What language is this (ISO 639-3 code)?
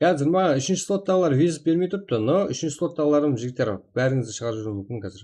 kaa